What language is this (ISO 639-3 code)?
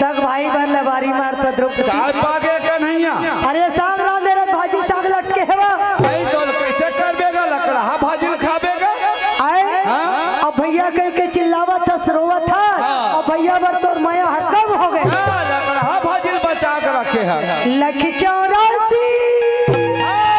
hne